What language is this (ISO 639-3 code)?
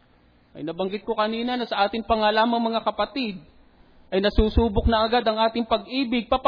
fil